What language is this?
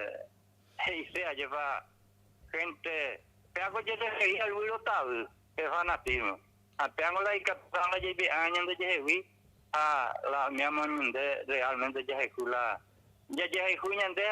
Guarani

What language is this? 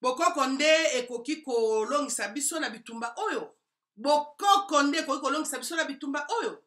Lingala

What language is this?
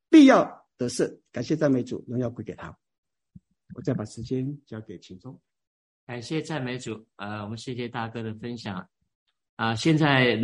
Chinese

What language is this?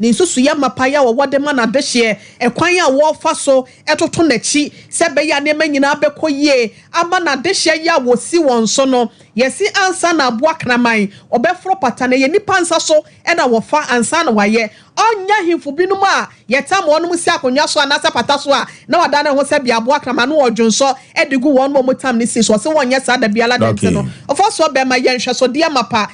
Akan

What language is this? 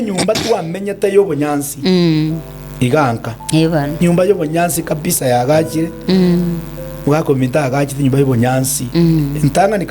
Gusii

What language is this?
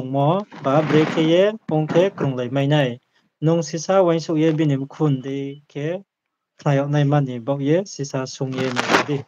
Riang (India)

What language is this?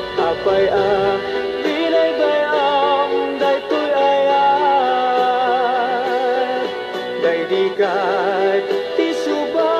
Iloko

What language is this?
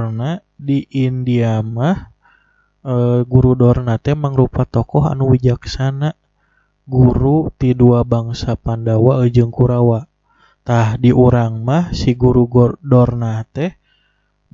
Sundanese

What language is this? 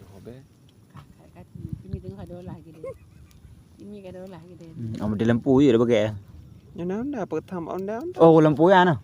Achinese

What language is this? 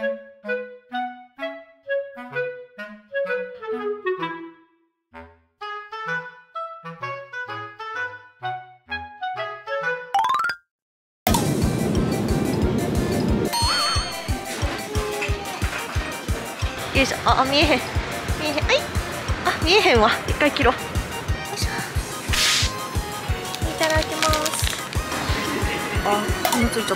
Japanese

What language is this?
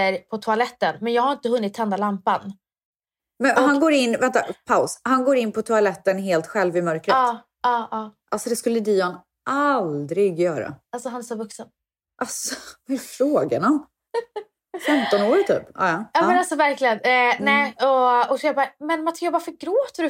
Swedish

